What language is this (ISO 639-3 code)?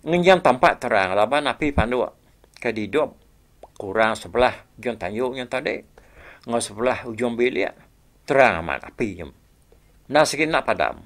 iba